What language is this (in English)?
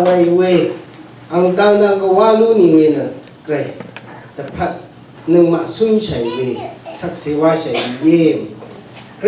Rawang